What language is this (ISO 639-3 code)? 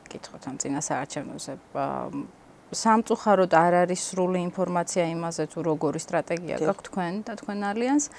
kat